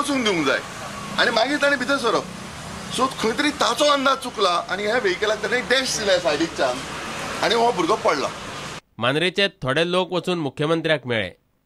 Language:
Konkani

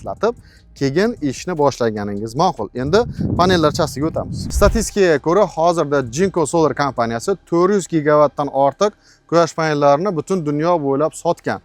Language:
Uzbek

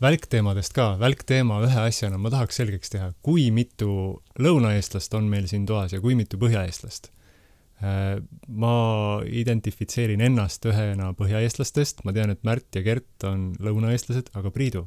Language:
Estonian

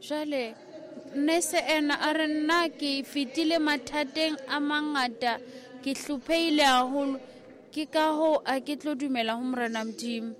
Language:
Southern Sotho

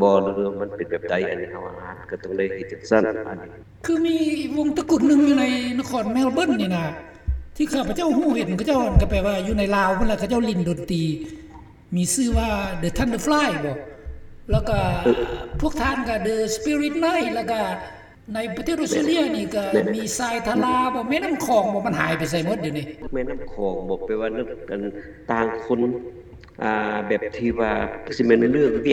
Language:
Lao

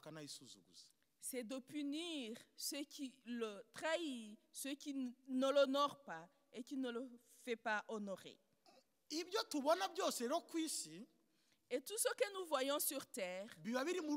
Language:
Kinyarwanda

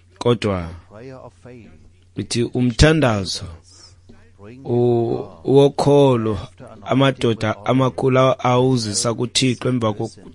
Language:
Xhosa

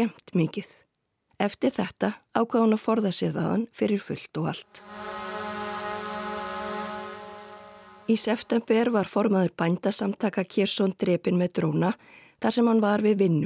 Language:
Icelandic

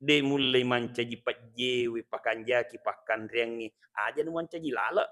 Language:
Buginese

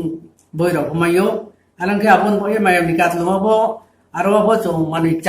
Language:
Riang (India)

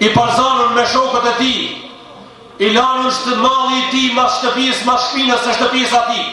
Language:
Albanian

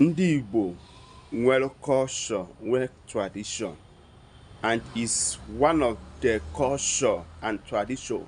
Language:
Igbo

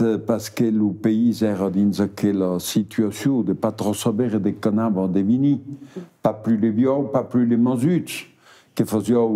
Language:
Occitan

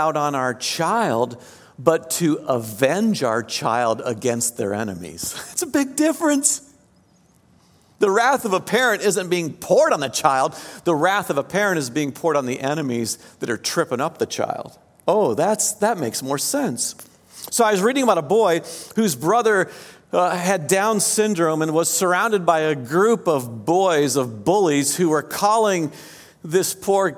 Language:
English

